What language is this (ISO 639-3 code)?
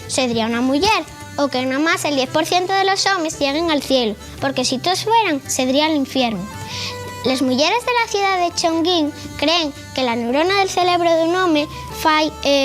ast